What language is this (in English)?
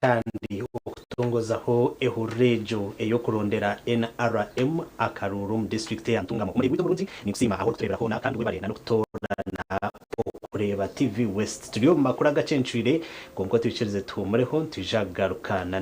Nyankole